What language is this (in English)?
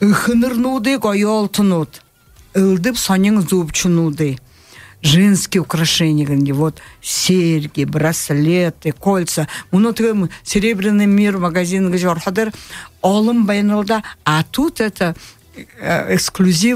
Buriat